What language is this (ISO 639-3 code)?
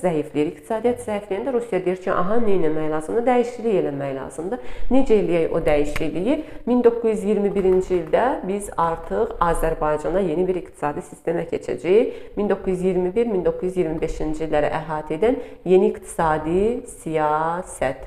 aze